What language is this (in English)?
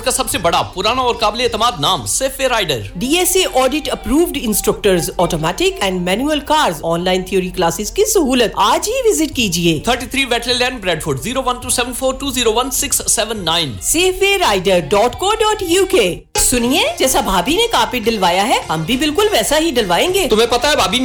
Urdu